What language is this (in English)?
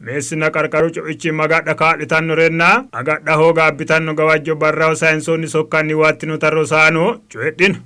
Sidamo